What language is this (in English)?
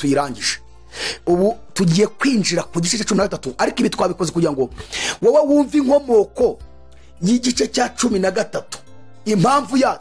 Kinyarwanda